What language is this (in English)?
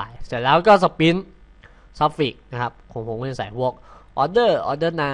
Thai